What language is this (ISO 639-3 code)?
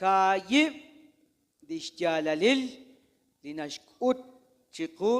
kek